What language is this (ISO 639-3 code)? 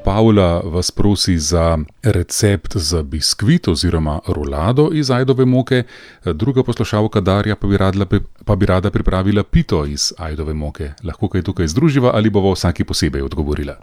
slv